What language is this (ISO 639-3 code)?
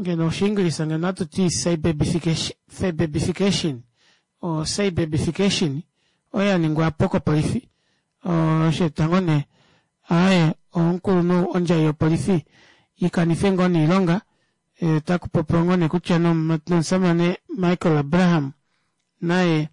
kua